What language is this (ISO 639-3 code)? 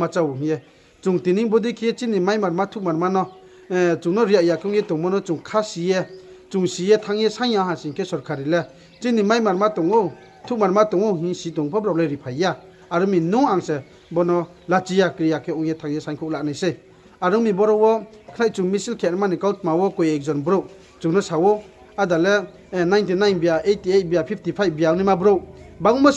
ria